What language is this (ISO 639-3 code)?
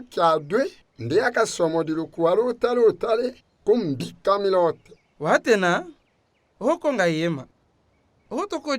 tll